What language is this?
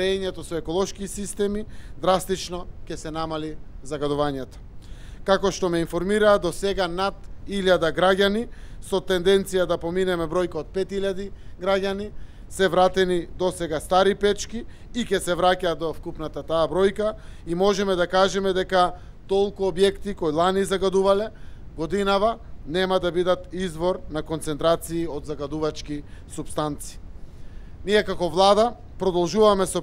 Macedonian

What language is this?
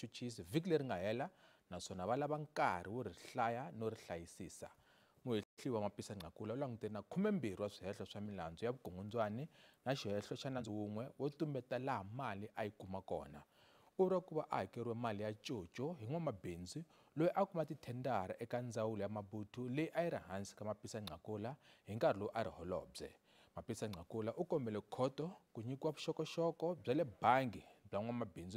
Tsonga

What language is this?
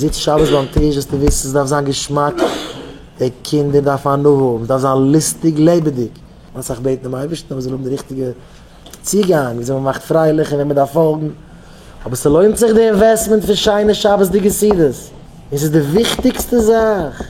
Yiddish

